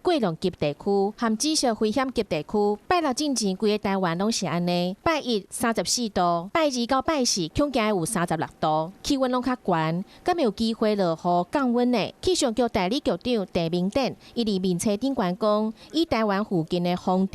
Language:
Min Nan Chinese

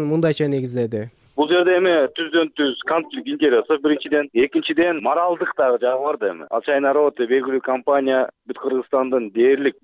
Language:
Kyrgyz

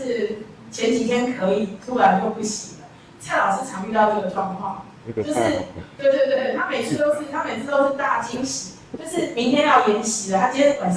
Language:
Chinese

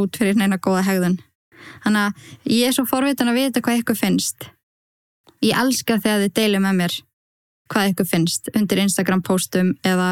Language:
Icelandic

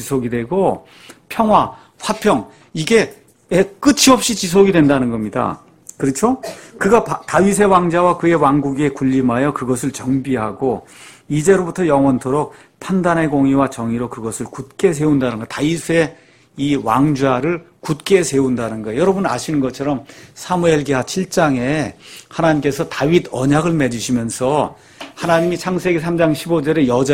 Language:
Korean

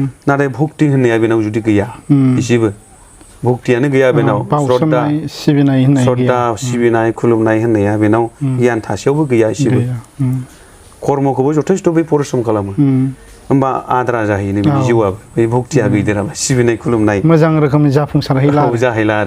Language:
Bodo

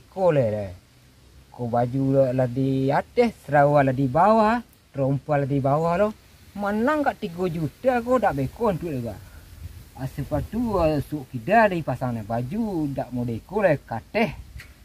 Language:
Minangkabau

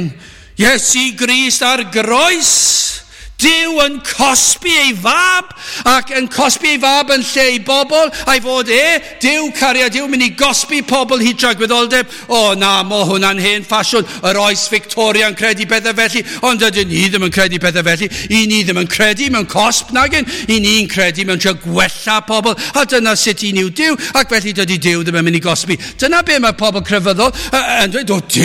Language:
Welsh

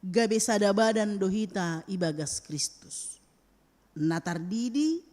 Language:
Batak Simalungun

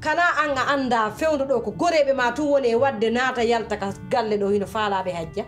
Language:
Pular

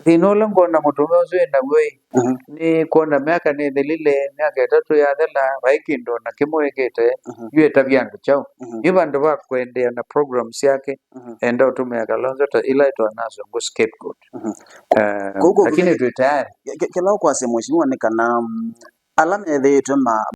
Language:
Kamba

